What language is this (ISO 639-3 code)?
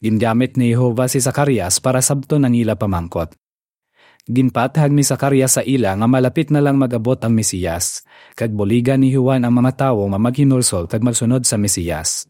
hil